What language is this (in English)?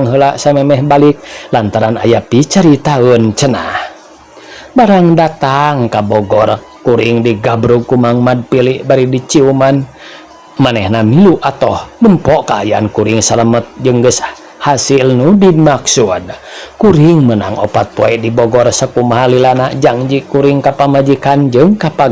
Sundanese